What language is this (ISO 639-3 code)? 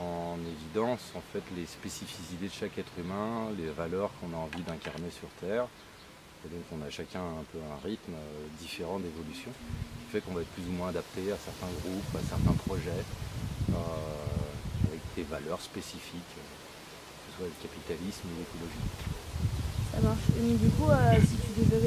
fra